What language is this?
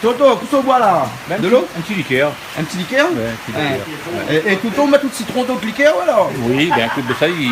Réunion Creole French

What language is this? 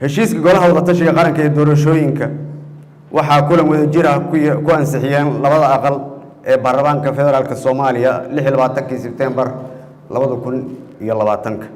Somali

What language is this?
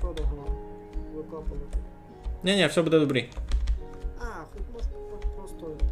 Rusyn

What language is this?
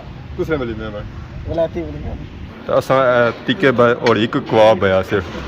Pahari-Potwari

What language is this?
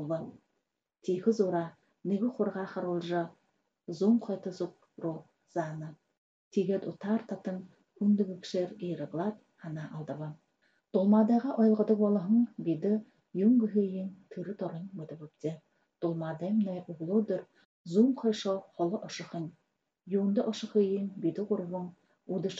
Buriat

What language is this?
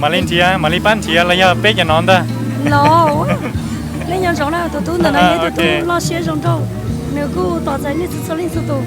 Hmong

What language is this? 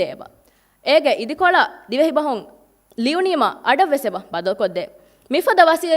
Divehi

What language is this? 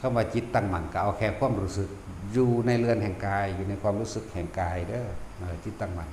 Northeastern Thai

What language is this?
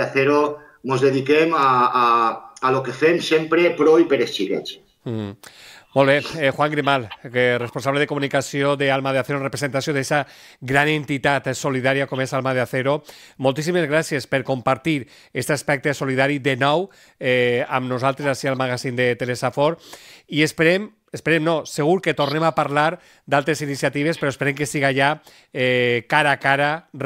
Catalan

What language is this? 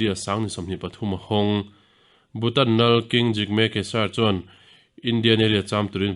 Mizo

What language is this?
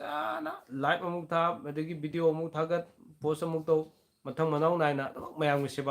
Manipuri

